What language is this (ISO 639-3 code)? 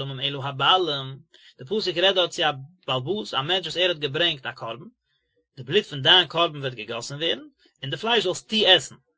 yid